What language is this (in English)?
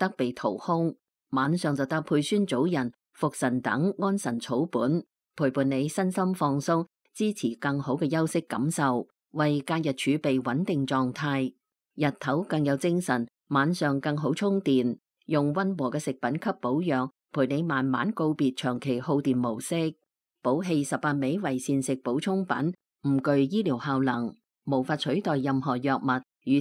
Cantonese